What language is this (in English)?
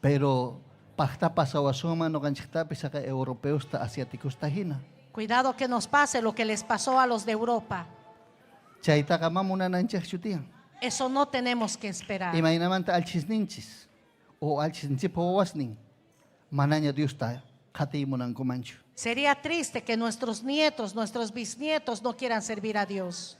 Ayacucho Quechua